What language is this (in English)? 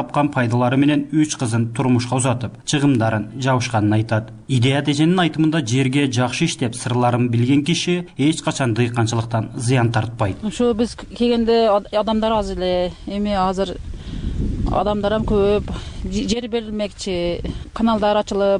Kyrgyz